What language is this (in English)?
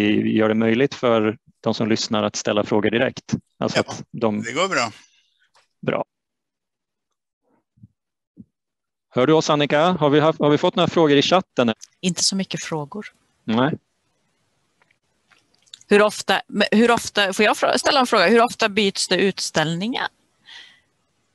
Swedish